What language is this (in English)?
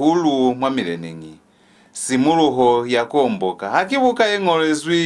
Lozi